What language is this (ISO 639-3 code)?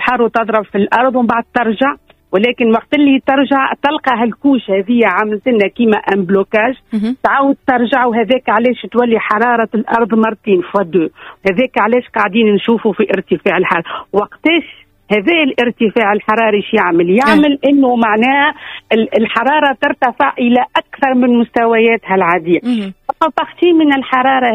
aeb